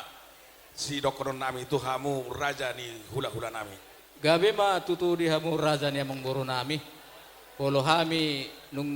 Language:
Batak Toba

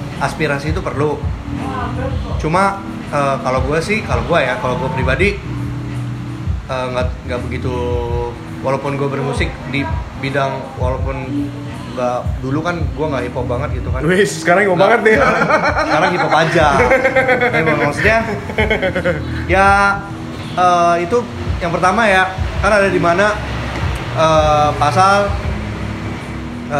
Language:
Indonesian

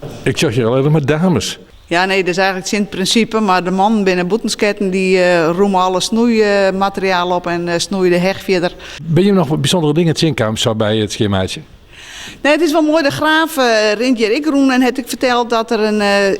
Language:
Western Frisian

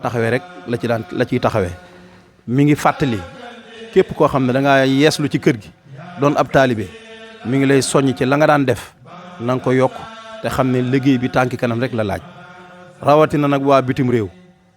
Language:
Wolof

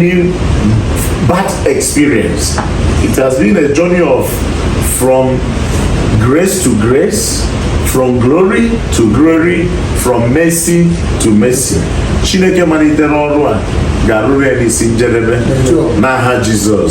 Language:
Igbo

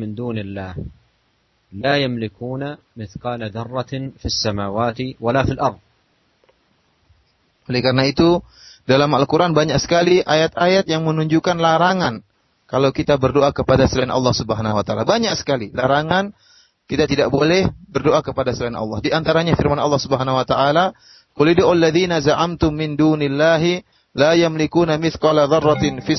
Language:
Indonesian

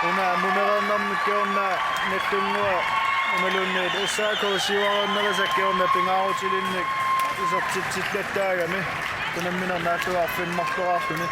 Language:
Kalaallisut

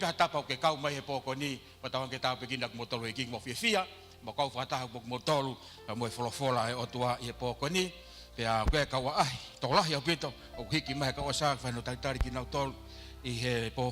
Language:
Tongan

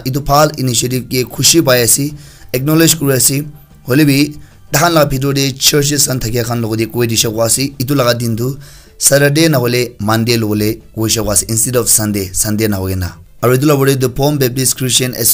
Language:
Naga Pidgin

